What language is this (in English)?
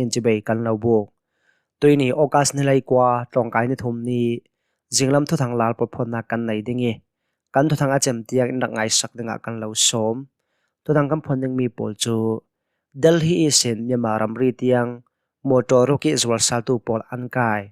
Hakha Chin